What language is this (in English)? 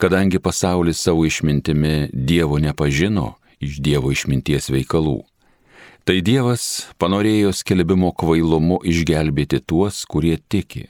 Lithuanian